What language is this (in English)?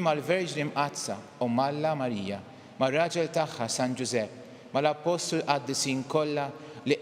Maltese